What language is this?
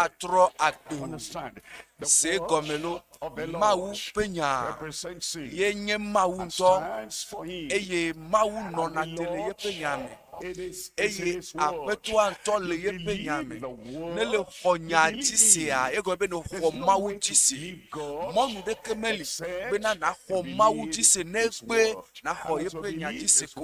Ewe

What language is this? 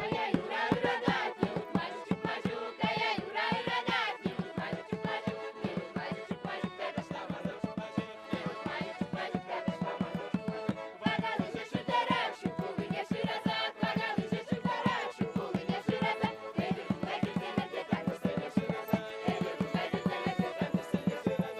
Chuvash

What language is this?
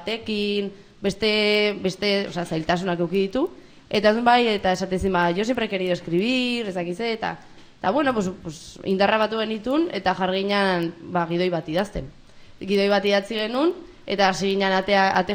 Basque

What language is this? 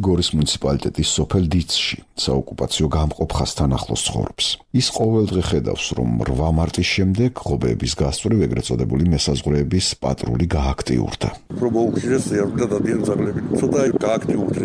Georgian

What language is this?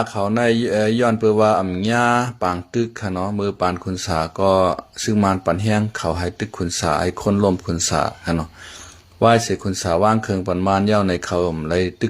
Shan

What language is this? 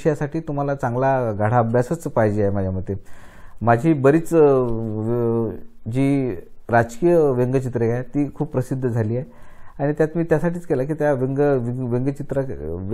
Marathi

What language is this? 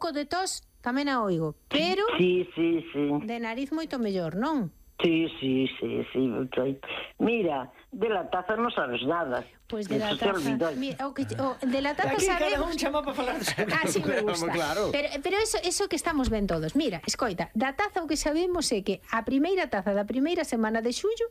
Galician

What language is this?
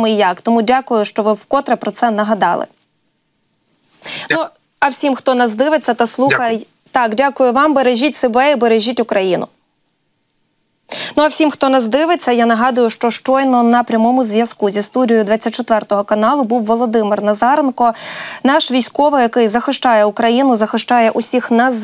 Ukrainian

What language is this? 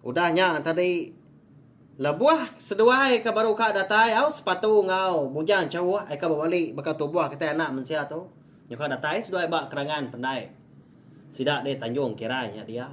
Iban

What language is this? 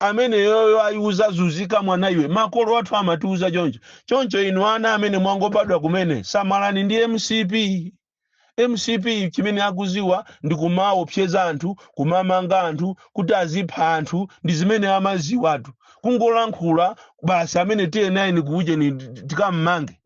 Nyanja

